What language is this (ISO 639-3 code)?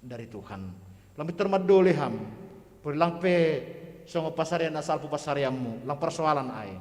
bts